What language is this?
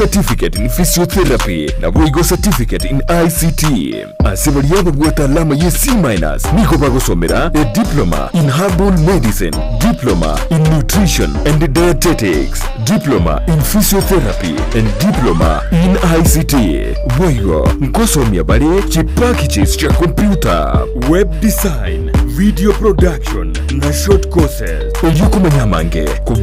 Gusii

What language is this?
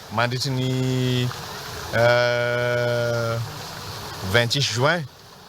Malagasy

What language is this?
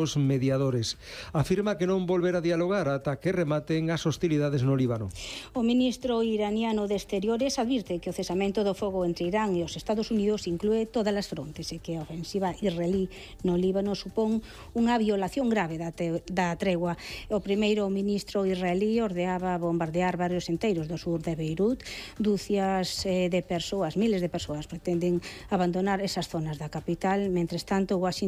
Galician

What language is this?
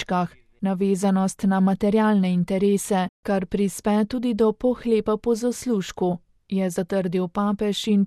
Slovenian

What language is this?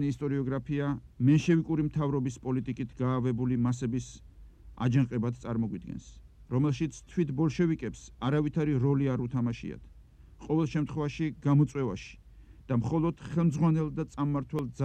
Georgian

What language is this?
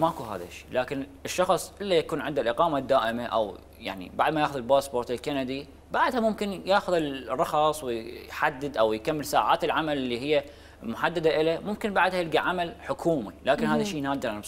Mesopotamian Arabic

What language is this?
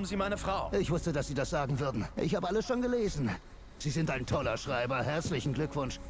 Swiss German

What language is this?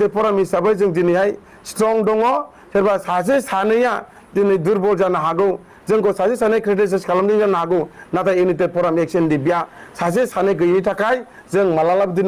Bodo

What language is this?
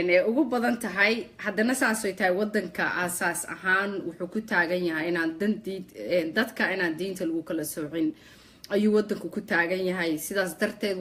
Somali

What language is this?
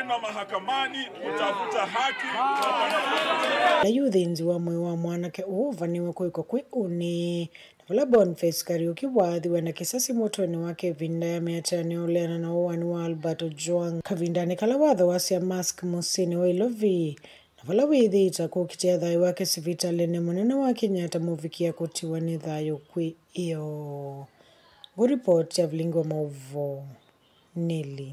Kamba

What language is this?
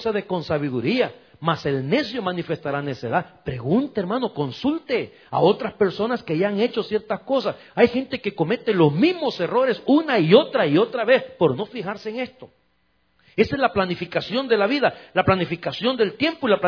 Spanish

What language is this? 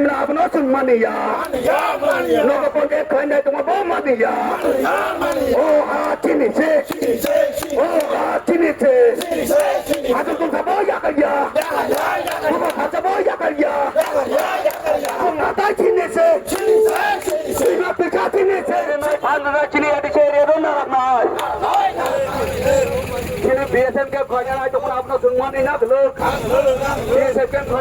Kok Borok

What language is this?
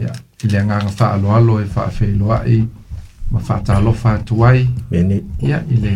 Samoan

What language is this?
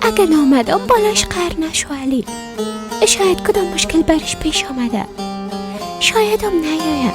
Persian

